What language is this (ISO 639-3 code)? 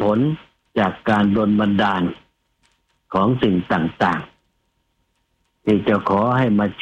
tha